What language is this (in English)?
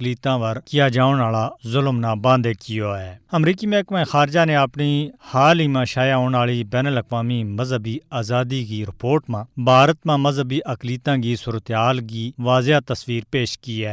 Gujari